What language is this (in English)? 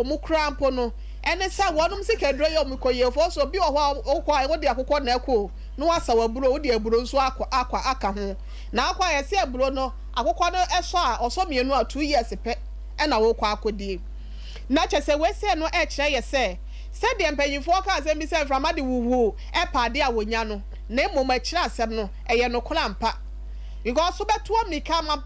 Akan